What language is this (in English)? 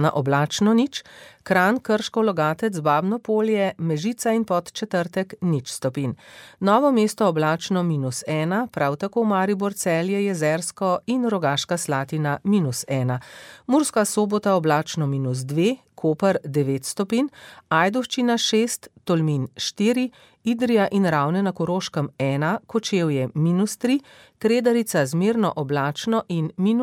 Slovenian